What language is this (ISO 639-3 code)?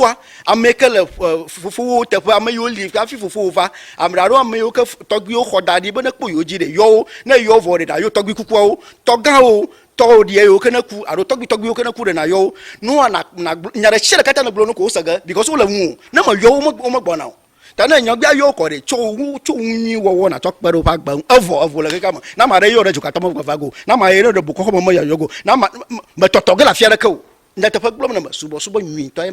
ewe